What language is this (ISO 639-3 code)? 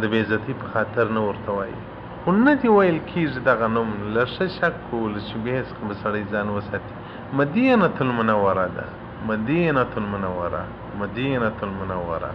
pus